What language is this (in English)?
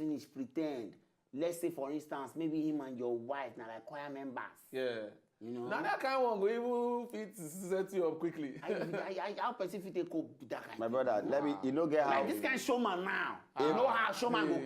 Nigerian Pidgin